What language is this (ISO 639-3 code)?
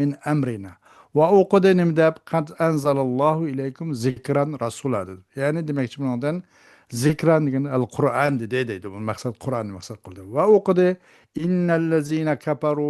uig